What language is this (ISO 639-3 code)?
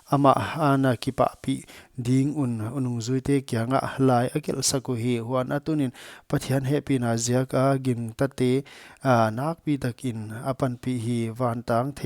pck